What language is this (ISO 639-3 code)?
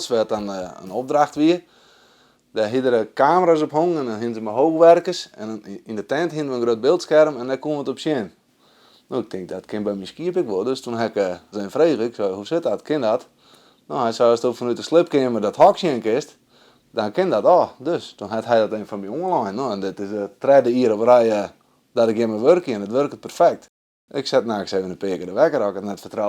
fry